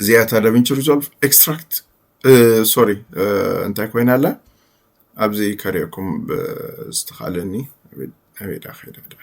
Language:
Tigrinya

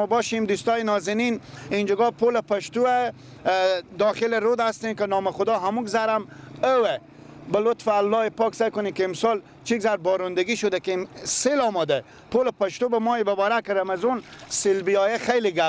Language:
Persian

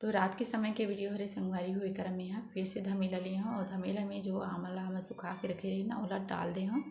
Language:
Chhattisgarhi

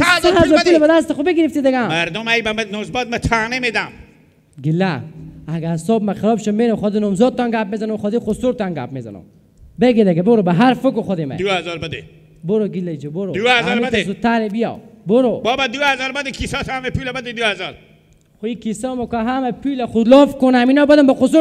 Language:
Persian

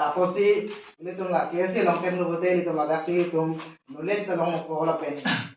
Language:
Karbi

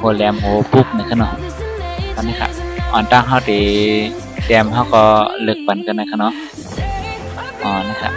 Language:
Shan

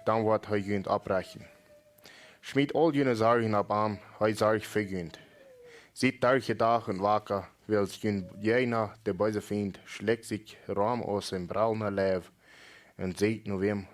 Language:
Plautdietsch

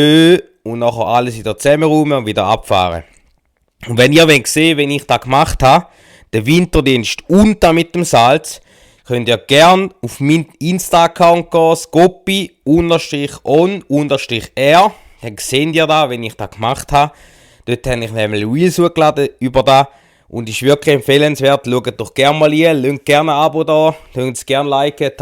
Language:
Swiss German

